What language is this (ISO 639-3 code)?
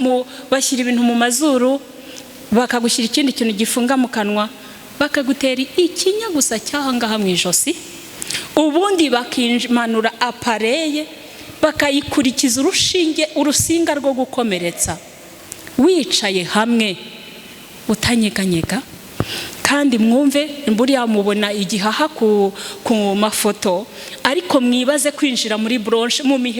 kin